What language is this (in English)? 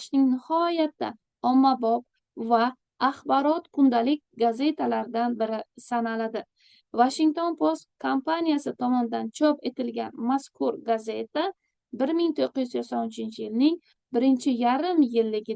Uzbek